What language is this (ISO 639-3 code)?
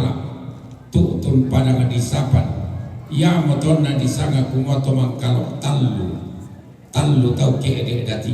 sda